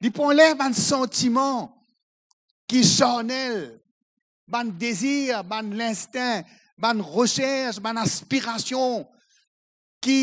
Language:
Morisyen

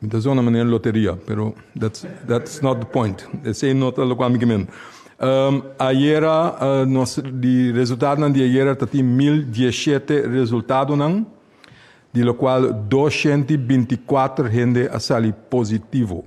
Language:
Papiamento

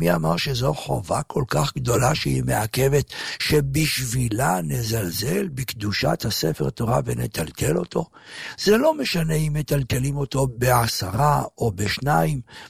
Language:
Hebrew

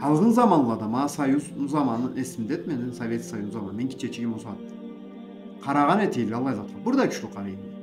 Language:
Karachay-Balkar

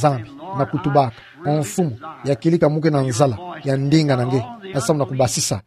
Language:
Kituba (Democratic Republic of Congo)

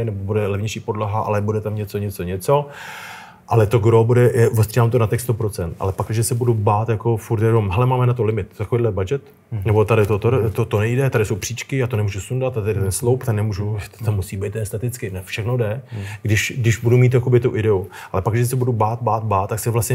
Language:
Czech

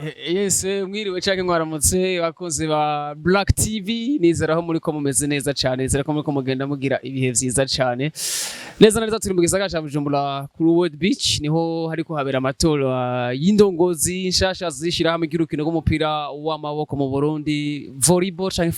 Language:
Rundi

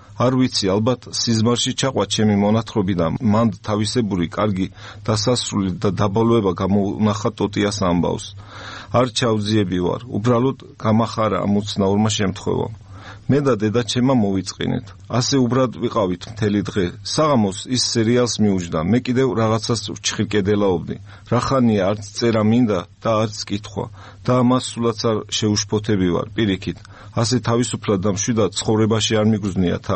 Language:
Georgian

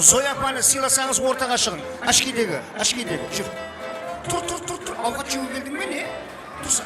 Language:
Kara-Kalpak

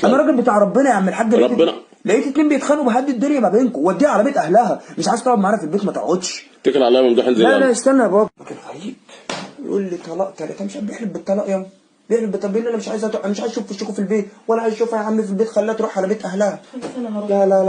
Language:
Egyptian Arabic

